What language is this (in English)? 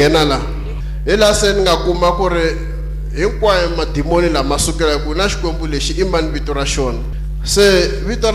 Tsonga